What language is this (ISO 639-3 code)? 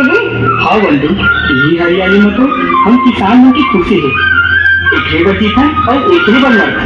hne